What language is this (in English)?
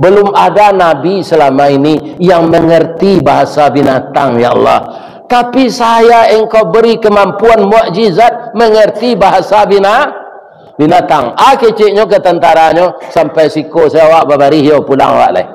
Minangkabau